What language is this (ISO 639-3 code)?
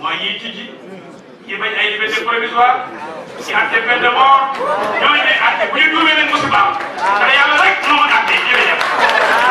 wol